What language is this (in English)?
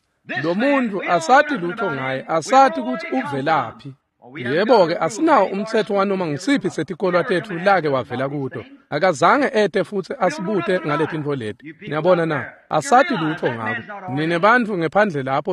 Swati